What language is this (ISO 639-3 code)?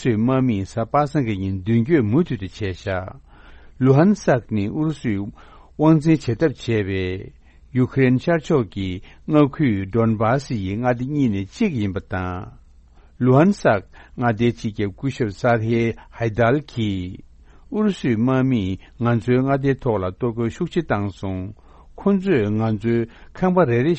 bod